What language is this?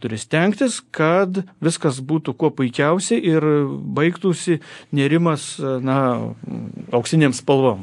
Lithuanian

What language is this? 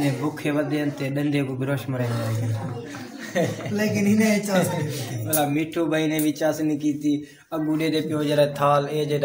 Saraiki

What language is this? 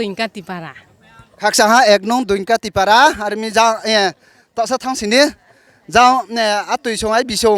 Riang (India)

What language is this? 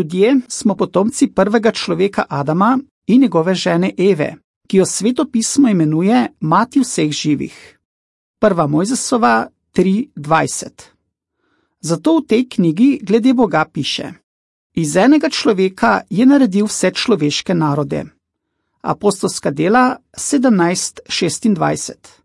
Slovenian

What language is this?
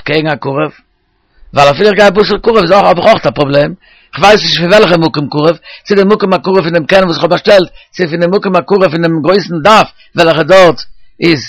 Yiddish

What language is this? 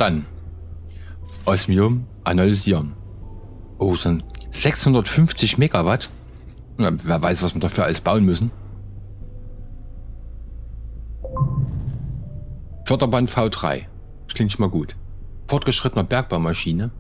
German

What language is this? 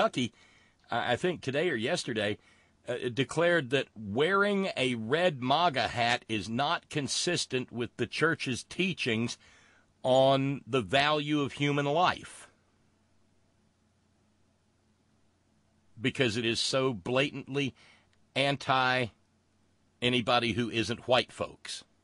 English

